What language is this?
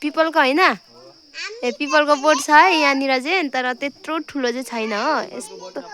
Nepali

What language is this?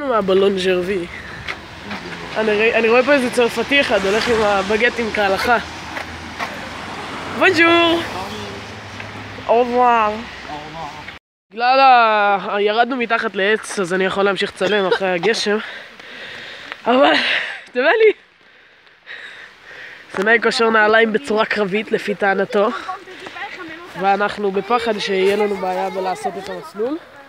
Hebrew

